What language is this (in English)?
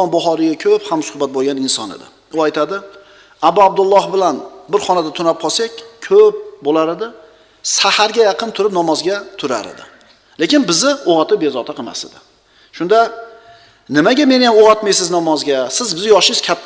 Uzbek